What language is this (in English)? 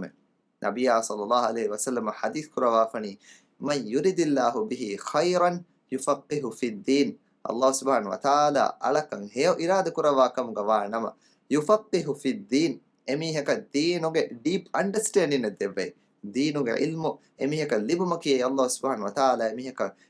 Divehi